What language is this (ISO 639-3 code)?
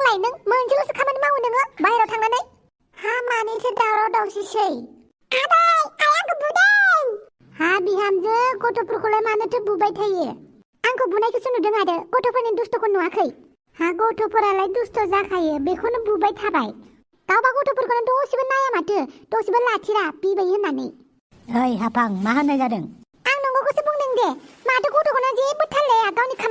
brx